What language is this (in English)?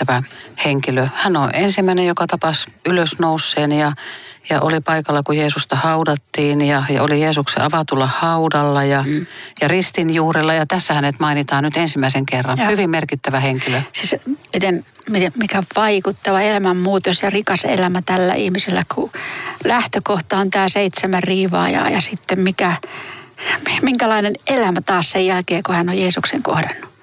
Finnish